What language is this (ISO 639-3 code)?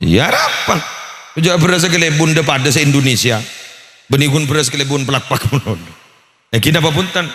mad